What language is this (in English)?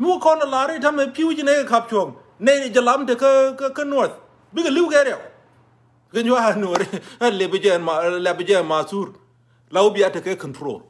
Nuer